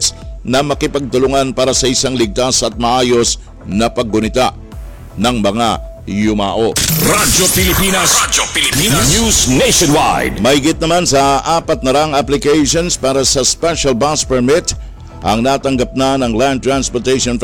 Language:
Filipino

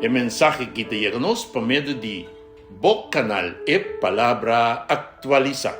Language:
Papiamento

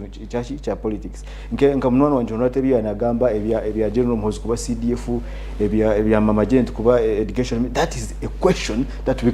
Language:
Nyankole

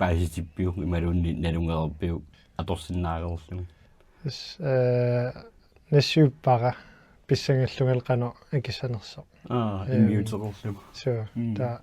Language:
Kalaallisut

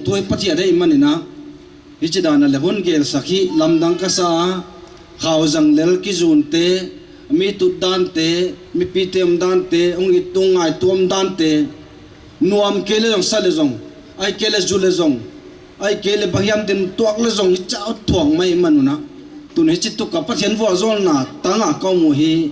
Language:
Paite Chin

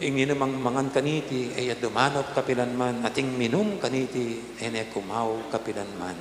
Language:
Pampanga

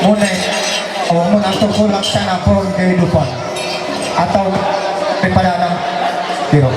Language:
Ma'anyan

